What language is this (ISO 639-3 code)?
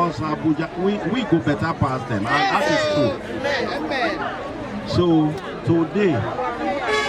pcm